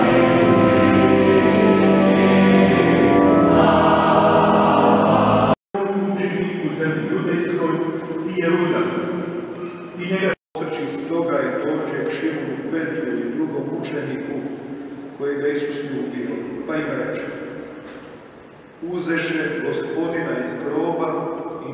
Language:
Croatian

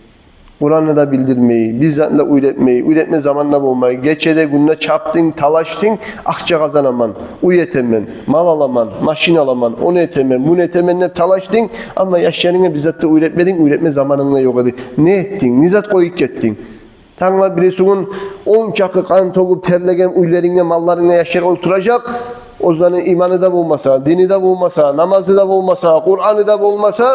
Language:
Kumyk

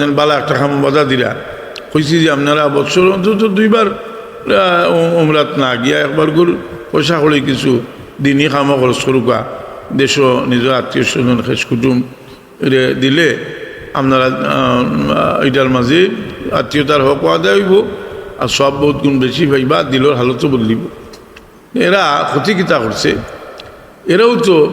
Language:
Sylheti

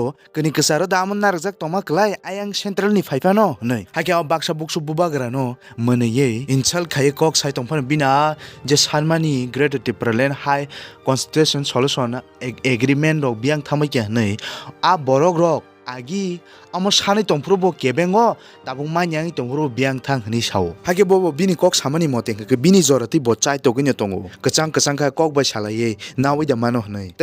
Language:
Kok Borok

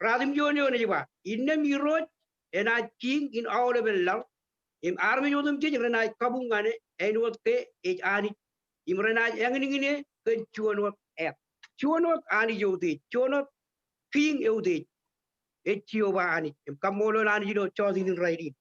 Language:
Marshallese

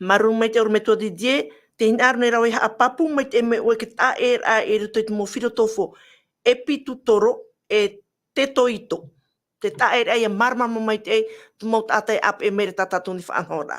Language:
Tahitian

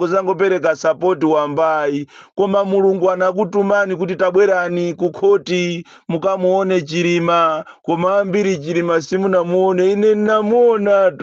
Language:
Nyanja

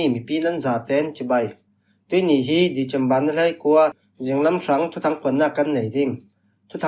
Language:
Falam Chin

